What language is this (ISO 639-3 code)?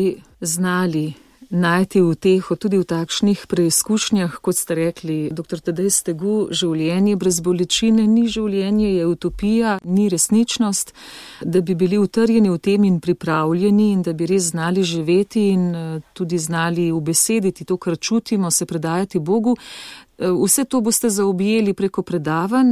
slv